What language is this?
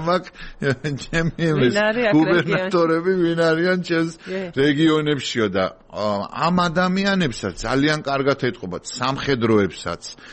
Georgian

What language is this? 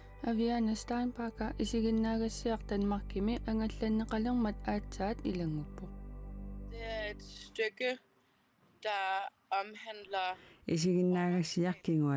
Kalaallisut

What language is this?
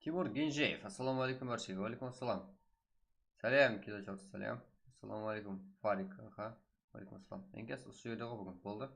Kara-Kalpak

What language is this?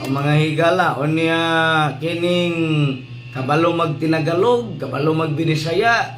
Cebuano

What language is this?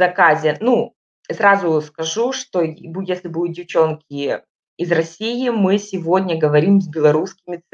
Russian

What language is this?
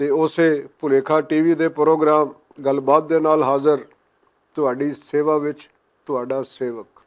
Western Panjabi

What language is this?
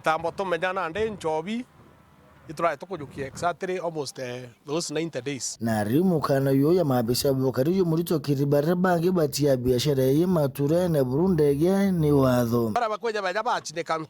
Meru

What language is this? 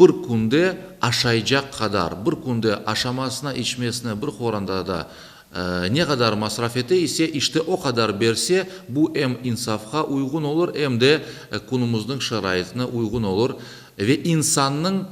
Crimean Tatar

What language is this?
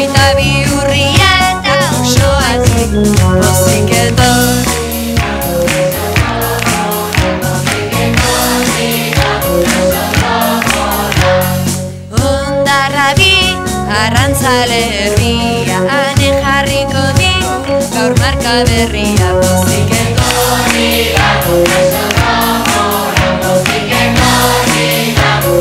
Basque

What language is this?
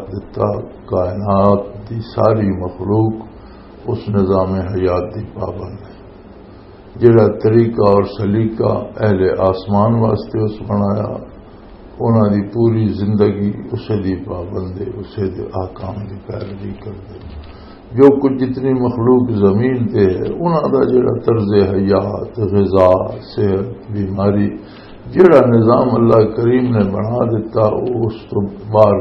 Western Panjabi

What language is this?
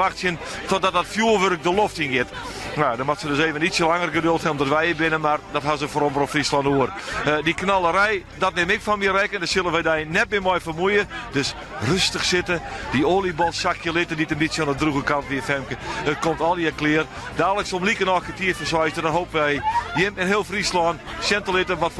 Western Frisian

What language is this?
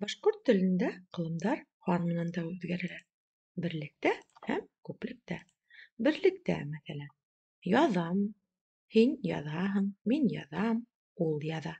Bashkir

